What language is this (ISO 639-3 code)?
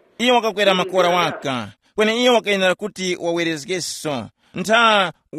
tum